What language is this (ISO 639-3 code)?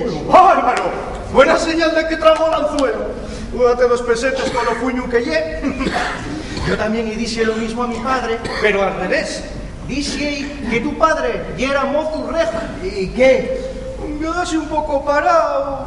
ast